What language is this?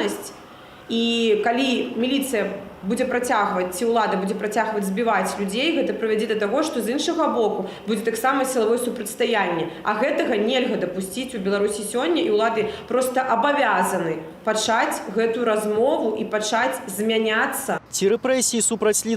Belarusian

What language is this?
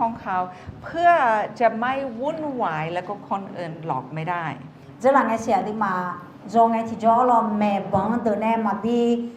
Akha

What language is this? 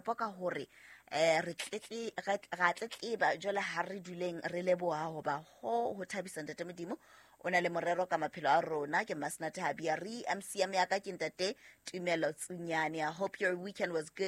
Southern Sotho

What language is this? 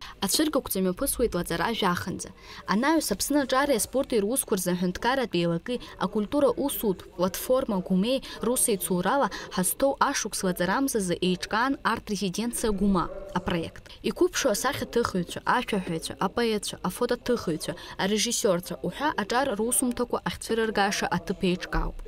Abkhazian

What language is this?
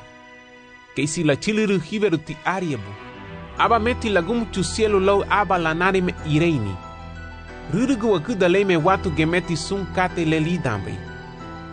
Garifuna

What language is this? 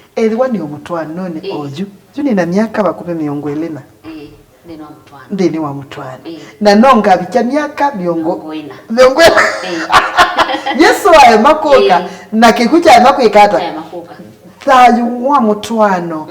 Kamba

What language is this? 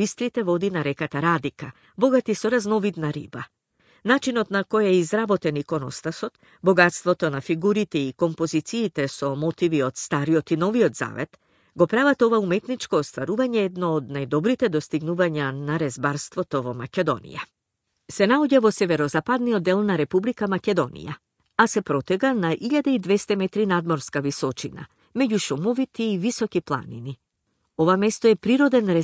Macedonian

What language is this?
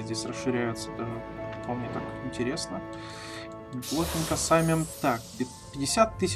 Russian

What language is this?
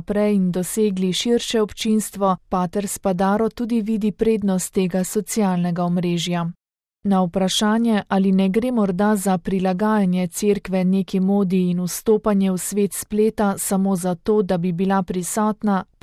Slovenian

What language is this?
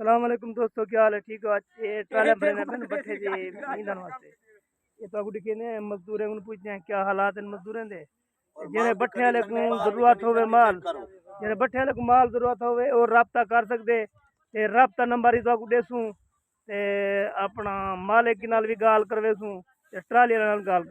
Saraiki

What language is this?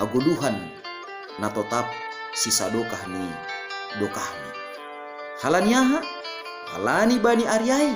Batak Simalungun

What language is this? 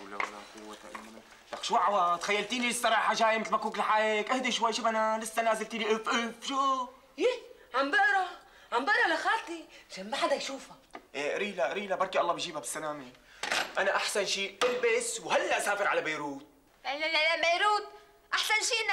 North Levantine Arabic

